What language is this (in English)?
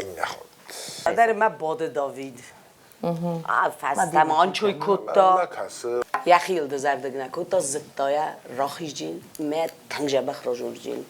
Ossetic